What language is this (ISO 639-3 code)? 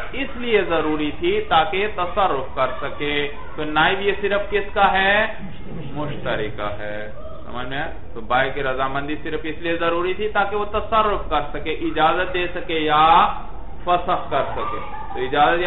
urd